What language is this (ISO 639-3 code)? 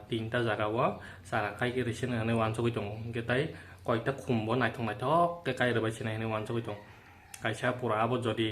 trp